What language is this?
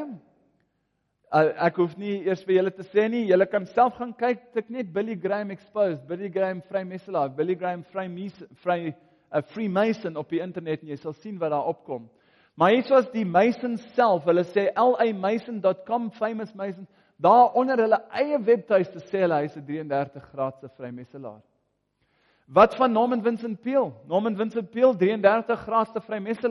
Afrikaans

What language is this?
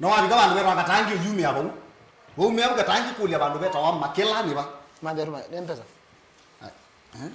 Kamba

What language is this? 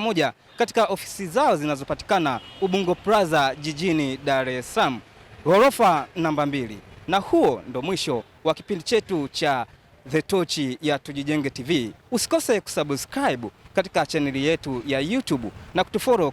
Swahili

